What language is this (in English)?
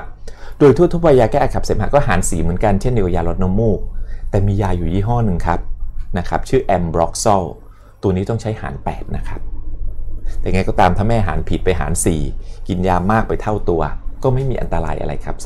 Thai